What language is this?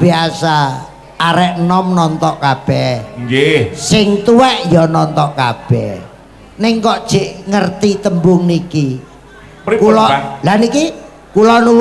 Javanese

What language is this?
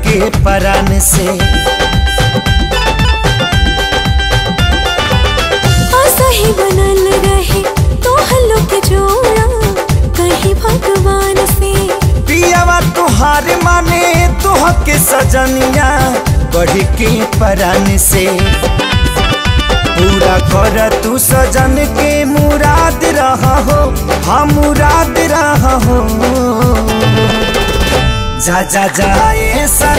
Bhojpuri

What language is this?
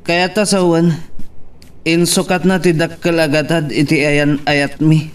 Iloko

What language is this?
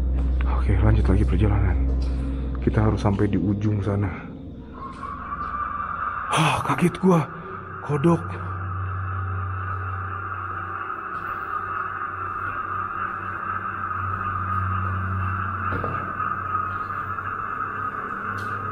Indonesian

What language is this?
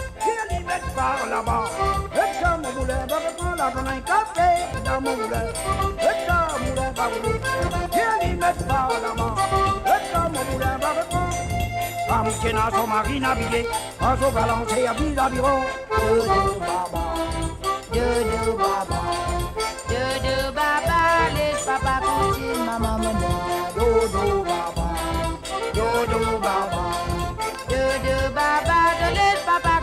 Morisyen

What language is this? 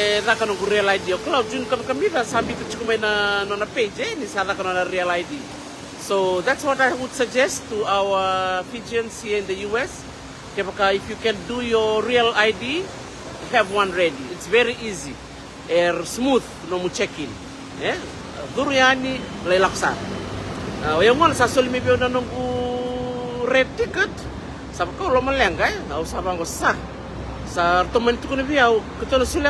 Fijian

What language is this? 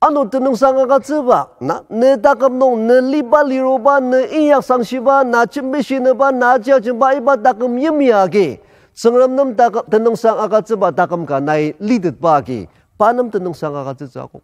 Ao Naga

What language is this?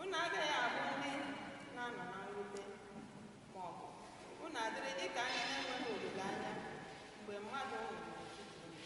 Igbo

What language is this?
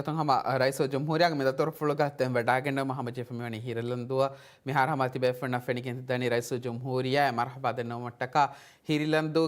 Divehi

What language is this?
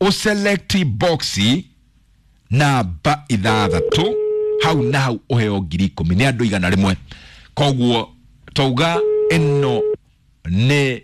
Kikuyu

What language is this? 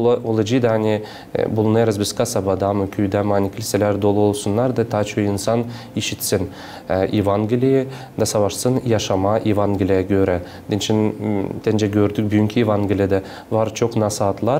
Gagauz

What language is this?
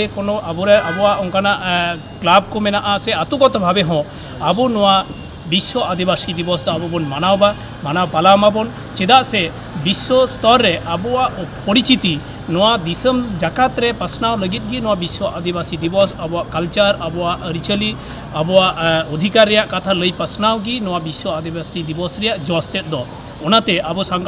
Santali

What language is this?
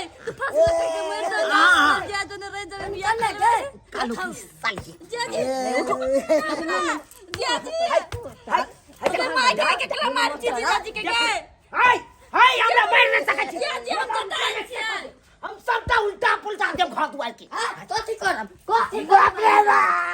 Maithili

